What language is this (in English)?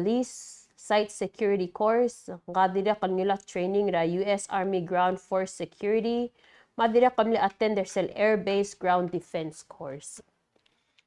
Palauan